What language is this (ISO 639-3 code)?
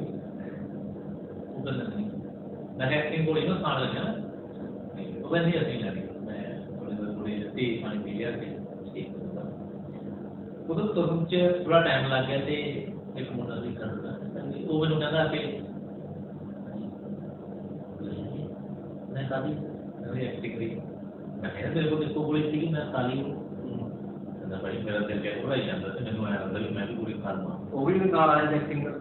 pan